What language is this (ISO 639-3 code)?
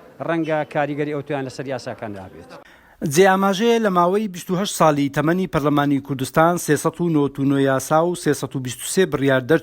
ckb